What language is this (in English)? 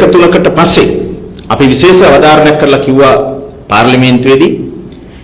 Sinhala